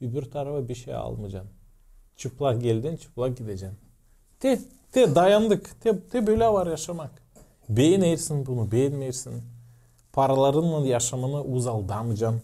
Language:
Gagauz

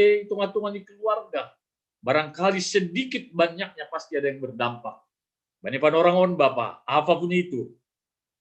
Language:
Batak Simalungun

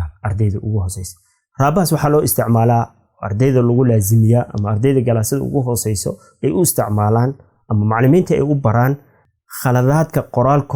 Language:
Somali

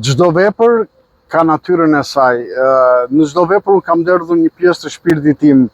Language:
Albanian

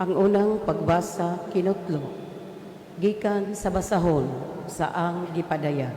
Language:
Cebuano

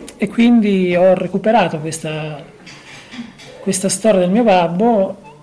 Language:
Italian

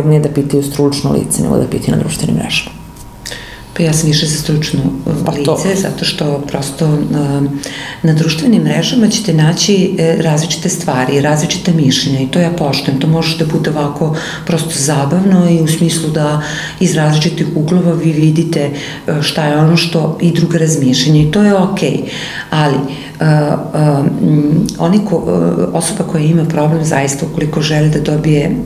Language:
Serbian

